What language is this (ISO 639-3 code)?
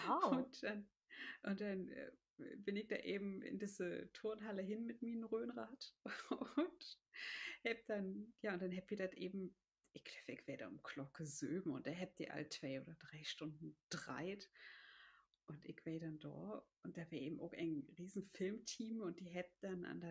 nds